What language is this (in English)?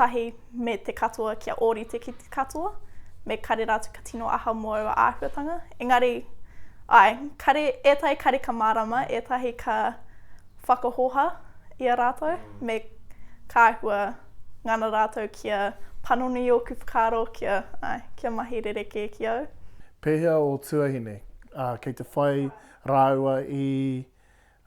Māori